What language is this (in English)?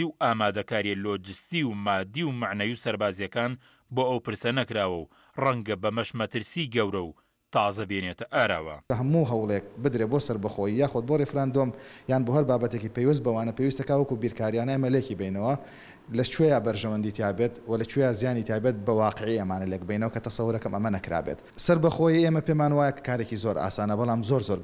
Central Kurdish